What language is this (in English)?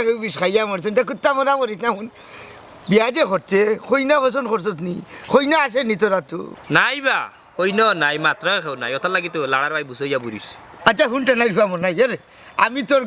Sylheti